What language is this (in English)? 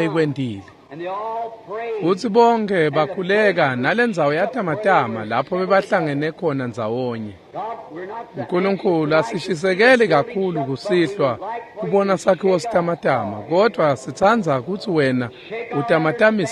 Swati